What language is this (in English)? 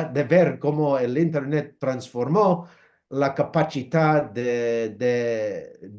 Ladino